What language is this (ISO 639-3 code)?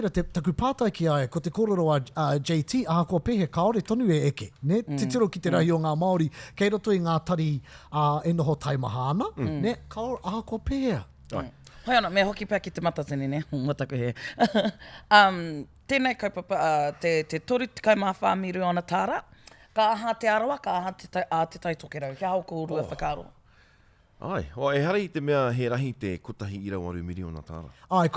mri